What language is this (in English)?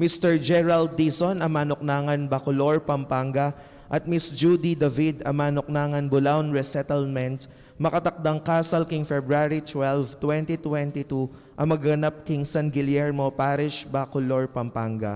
Pampanga